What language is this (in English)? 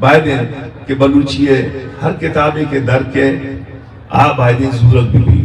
Eastern Balochi